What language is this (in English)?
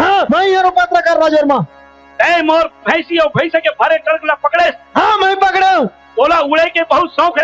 Chhattisgarhi